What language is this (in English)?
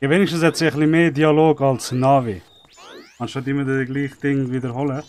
Swiss German